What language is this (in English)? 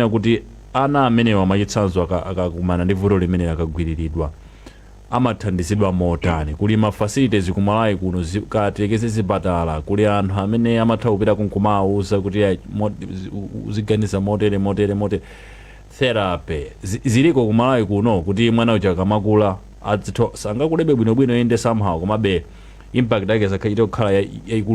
Nyanja